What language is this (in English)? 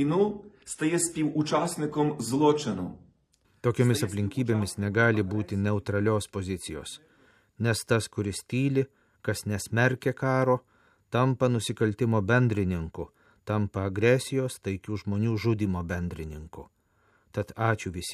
Lithuanian